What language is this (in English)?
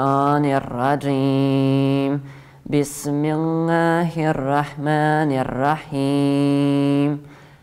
Bosnian